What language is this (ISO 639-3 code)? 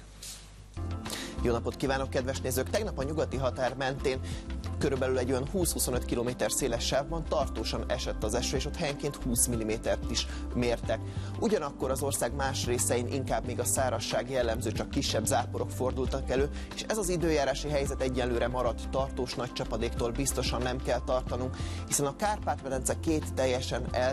hun